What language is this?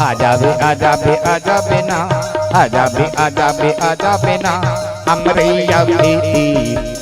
Chhattisgarhi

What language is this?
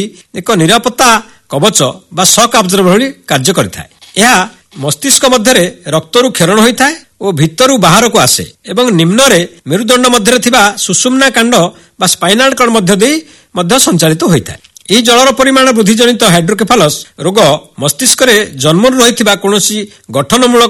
Odia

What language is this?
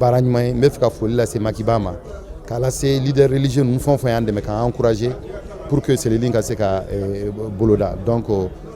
Bambara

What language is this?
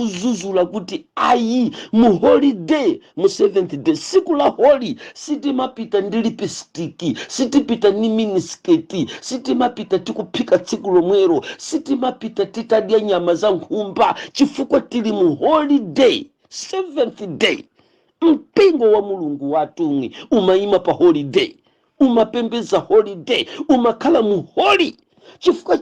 Nyanja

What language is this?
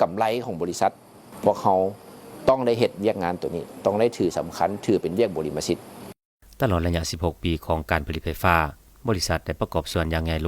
Lao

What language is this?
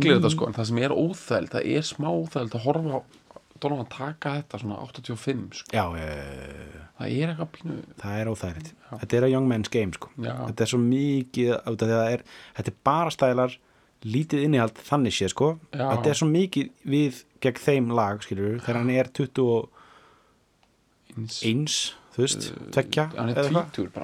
Icelandic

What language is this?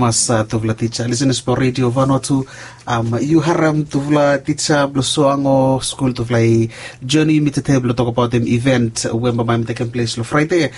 Bislama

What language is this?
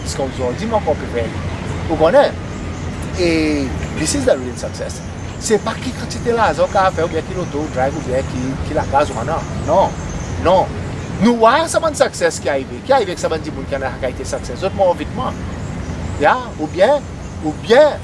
Seselwa Creole French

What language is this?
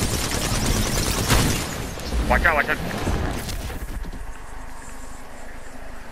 English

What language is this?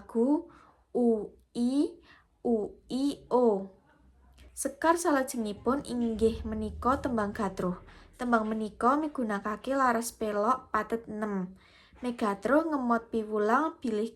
Javanese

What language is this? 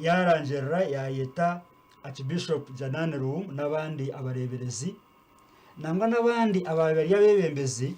Nyankole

